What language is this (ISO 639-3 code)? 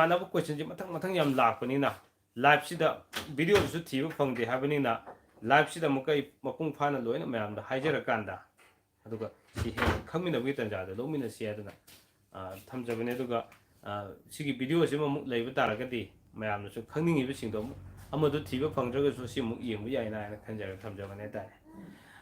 mni